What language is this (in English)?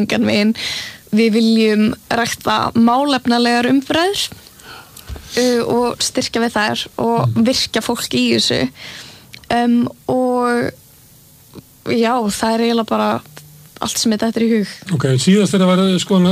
Icelandic